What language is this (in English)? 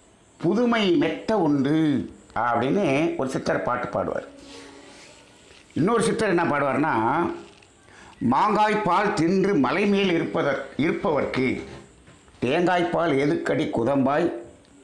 Tamil